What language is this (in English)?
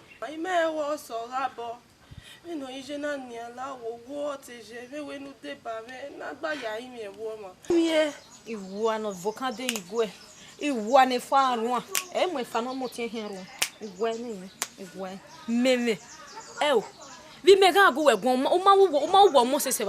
Bini